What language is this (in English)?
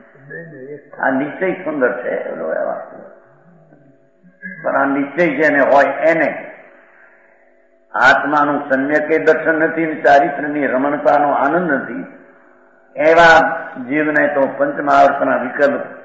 Gujarati